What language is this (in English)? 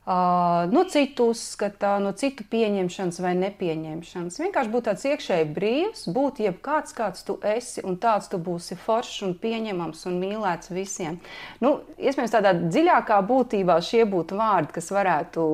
Latvian